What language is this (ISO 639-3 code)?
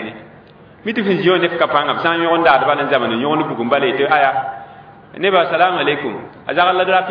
mos